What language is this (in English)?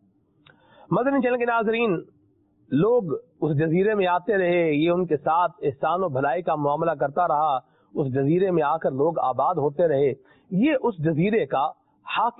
Urdu